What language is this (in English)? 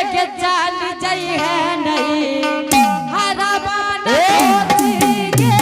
Angika